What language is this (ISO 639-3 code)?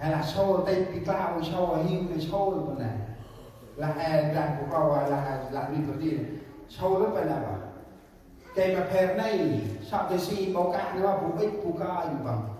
cmo